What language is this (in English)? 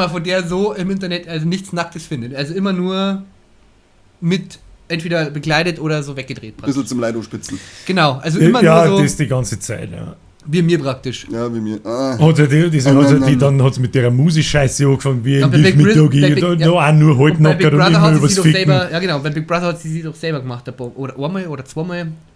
Bavarian